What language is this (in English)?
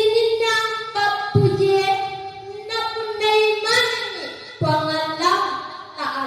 Buginese